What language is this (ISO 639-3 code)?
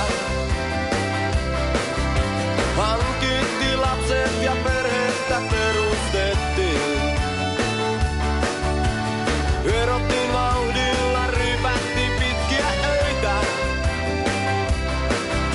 fin